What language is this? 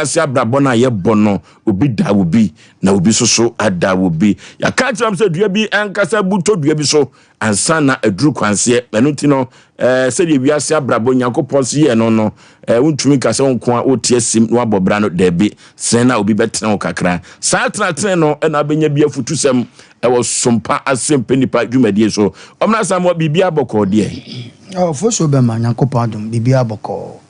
Akan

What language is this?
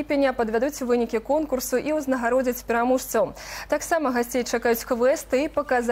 Belarusian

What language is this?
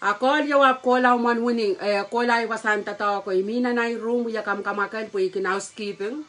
Pohnpeian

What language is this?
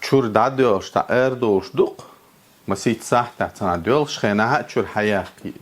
Chechen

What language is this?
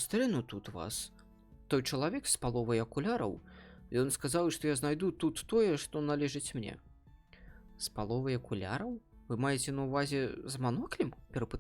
Belarusian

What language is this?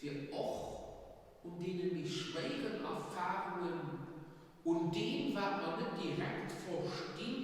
Luxembourgish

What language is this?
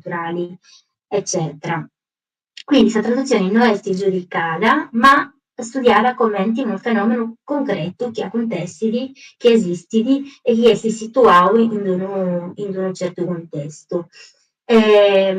Sardinian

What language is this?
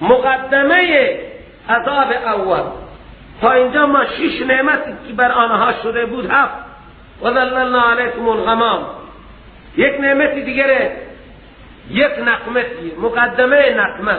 Persian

